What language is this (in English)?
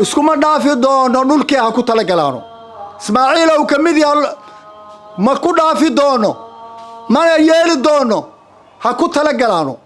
Somali